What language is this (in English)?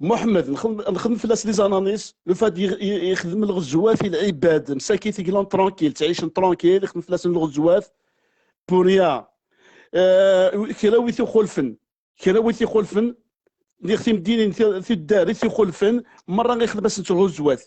Kabyle